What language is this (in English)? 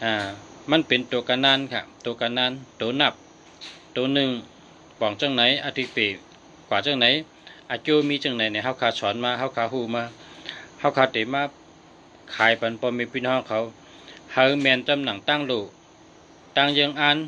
Shan